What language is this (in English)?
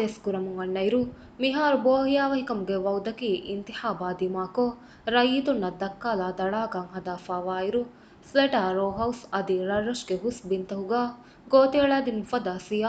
Divehi